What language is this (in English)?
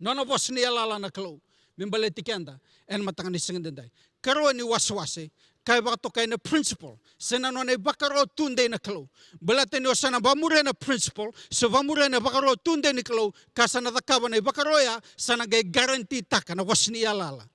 Fijian